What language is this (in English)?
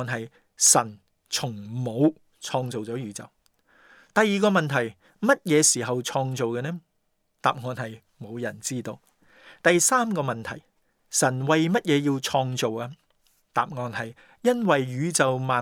Cantonese